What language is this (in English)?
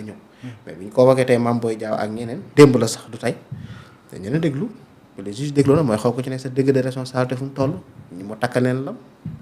Wolof